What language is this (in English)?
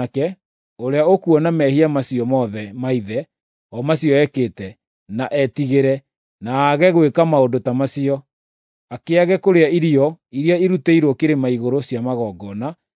Kikuyu